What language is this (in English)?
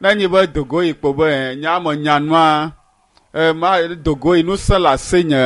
Ewe